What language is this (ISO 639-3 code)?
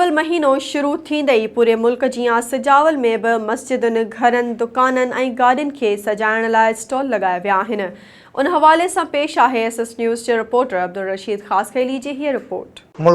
snd